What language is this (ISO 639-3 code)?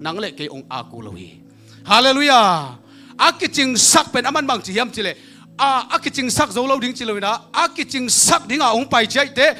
ctd